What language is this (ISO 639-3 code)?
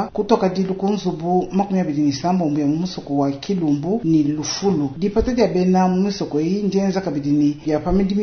lua